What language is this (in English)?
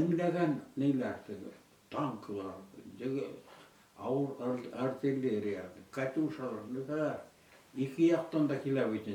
Bashkir